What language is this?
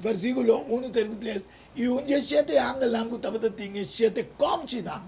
Papiamento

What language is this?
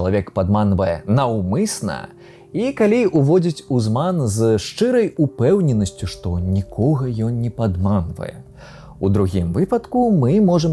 Belarusian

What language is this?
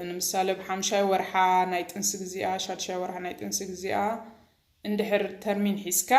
Tigrinya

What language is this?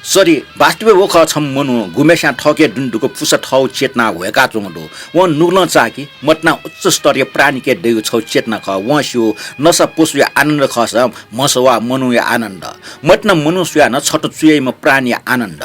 Newari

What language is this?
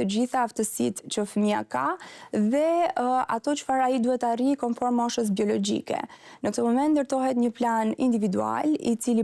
Albanian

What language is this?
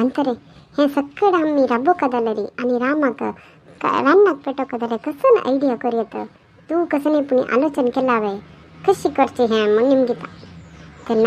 Konkani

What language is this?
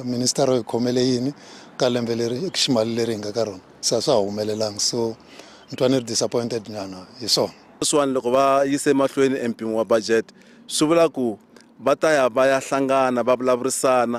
Tsonga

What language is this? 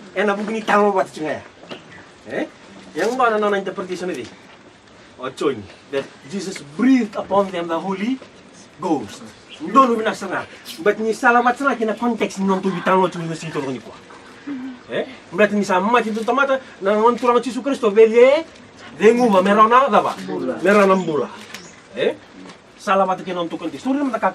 Fijian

